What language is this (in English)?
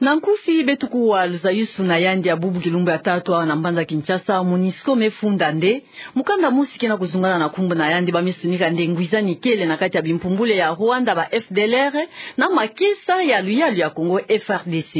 Kituba (Democratic Republic of Congo)